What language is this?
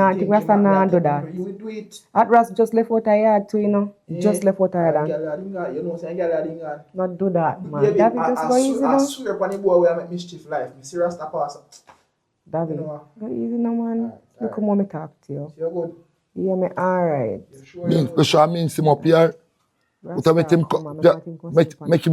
Jamaican Creole English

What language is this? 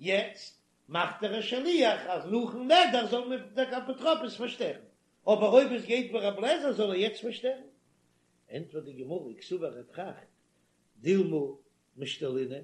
Yiddish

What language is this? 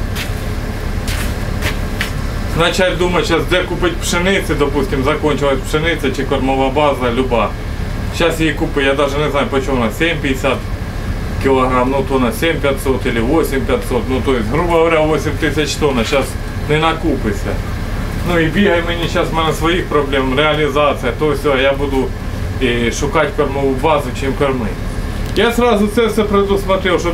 Ukrainian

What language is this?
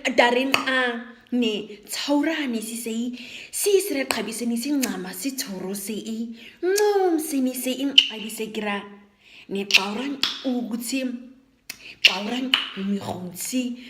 Nama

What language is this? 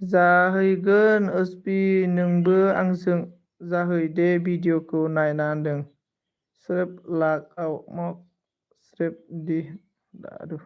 Bodo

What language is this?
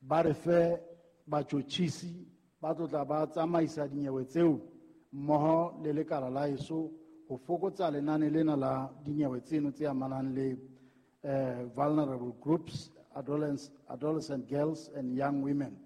Southern Sotho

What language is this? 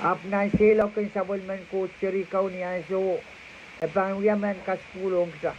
Pohnpeian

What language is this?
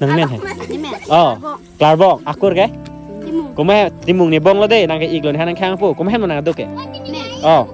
Karbi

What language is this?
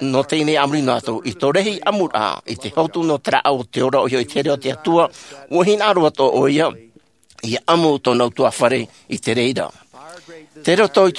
Tahitian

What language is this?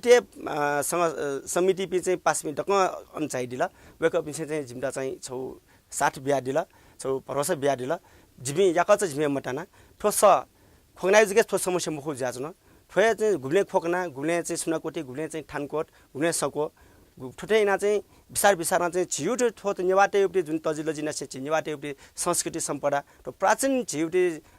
Newari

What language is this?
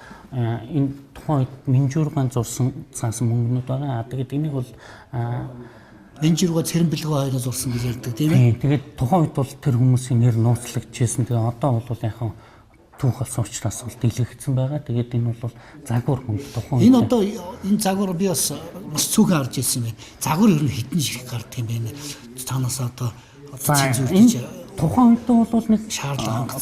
Mongolian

